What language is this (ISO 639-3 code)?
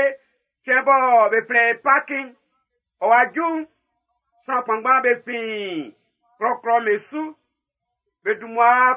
bci